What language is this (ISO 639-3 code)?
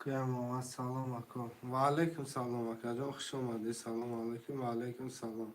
tgk